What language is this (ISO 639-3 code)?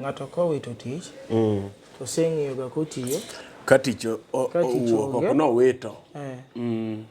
luo